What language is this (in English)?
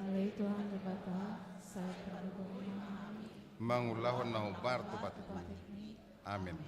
Batak Toba